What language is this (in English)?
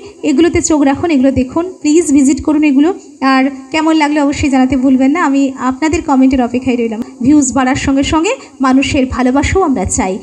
Bangla